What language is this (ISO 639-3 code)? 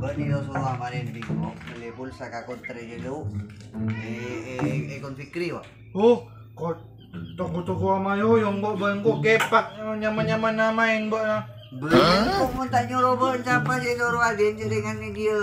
mad